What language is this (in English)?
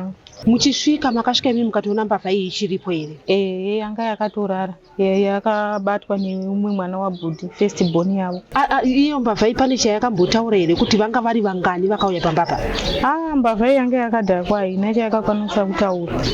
Shona